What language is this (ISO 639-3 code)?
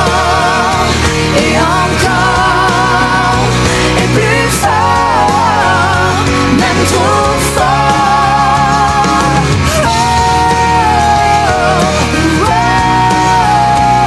fra